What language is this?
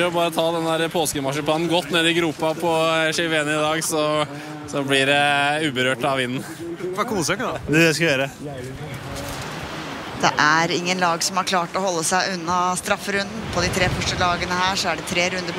Norwegian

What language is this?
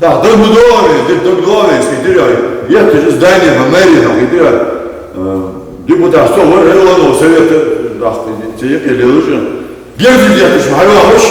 Ingush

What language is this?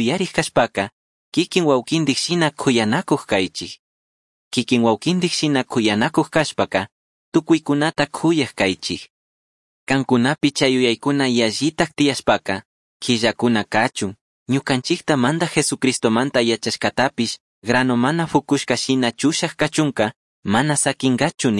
Chimborazo Highland Quichua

